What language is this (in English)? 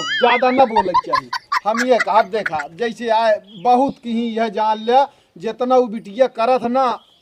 Awadhi